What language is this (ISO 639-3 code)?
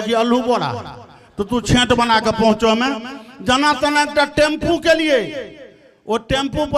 mai